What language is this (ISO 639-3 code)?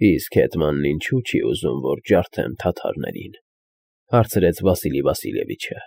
hye